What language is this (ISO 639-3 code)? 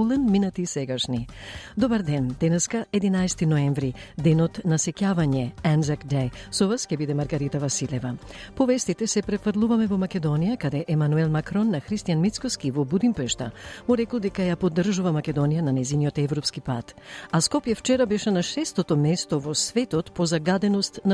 mkd